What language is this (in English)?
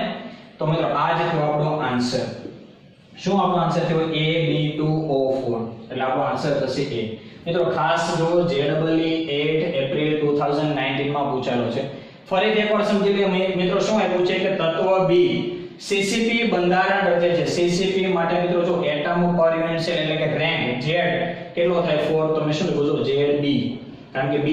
Gujarati